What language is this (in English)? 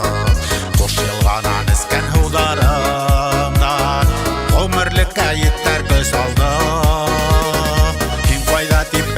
Bashkir